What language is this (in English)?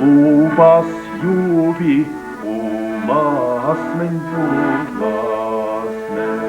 Chuvash